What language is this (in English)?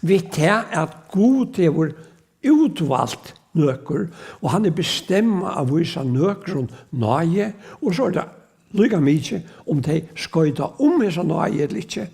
Faroese